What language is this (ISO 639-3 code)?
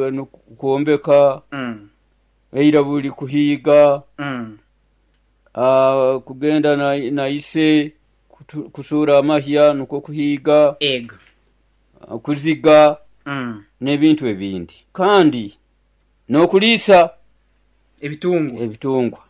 nyo